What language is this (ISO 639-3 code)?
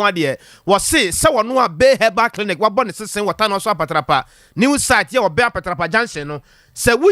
aka